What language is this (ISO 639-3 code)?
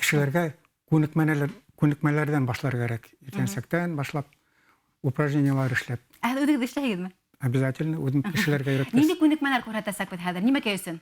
bak